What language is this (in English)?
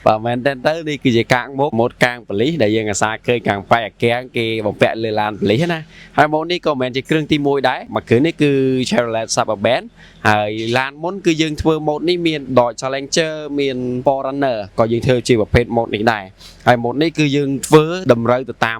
Khmer